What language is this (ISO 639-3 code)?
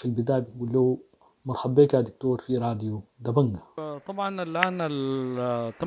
apd